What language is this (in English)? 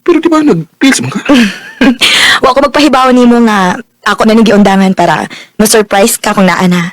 Cebuano